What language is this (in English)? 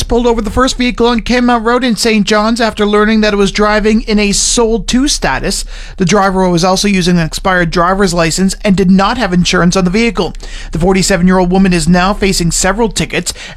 English